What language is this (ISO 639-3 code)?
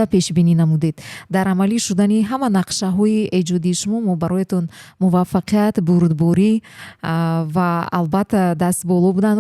tgk